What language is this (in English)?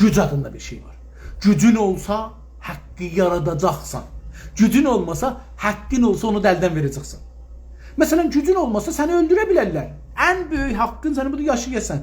South Azerbaijani